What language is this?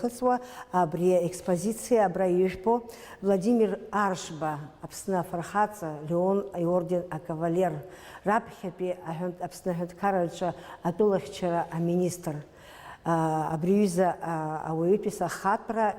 Abkhazian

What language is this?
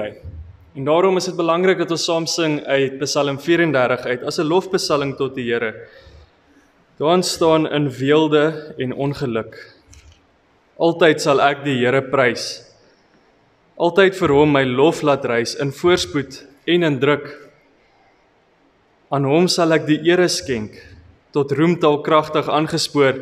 Afrikaans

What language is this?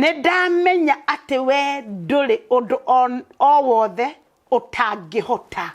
Kikuyu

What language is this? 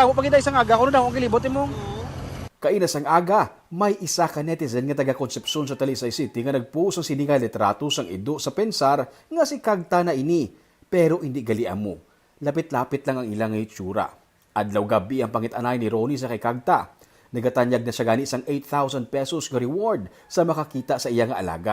Hiligaynon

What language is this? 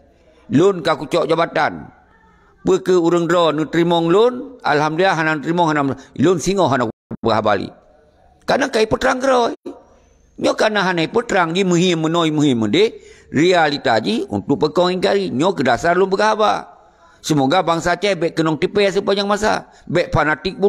Achinese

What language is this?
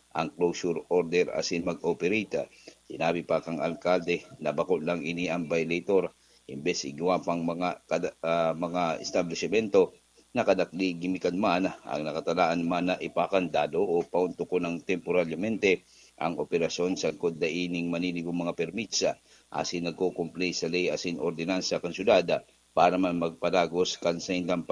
Bikol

